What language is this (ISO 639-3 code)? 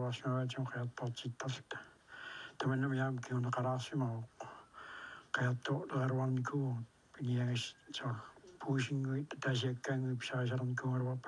kal